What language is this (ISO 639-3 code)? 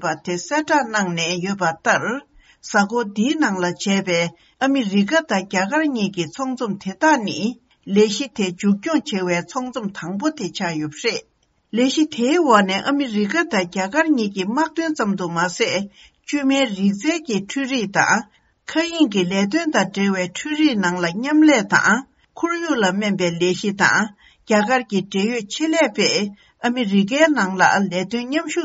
bod